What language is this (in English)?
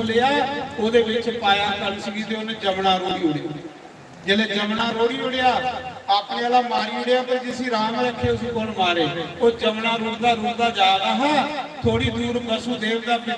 Dogri